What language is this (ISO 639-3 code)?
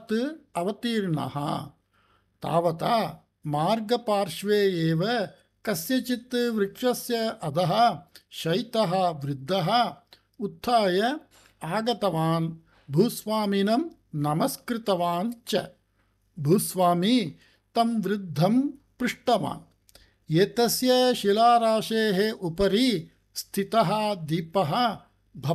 san